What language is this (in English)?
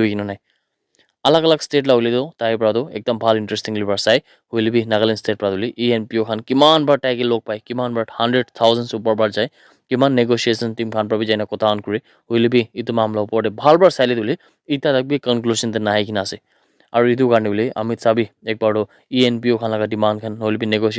Naga Pidgin